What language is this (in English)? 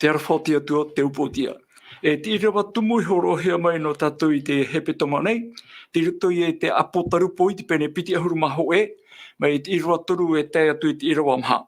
Tahitian